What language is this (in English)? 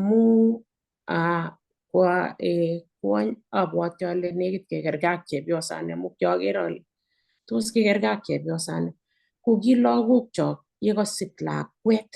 Kalenjin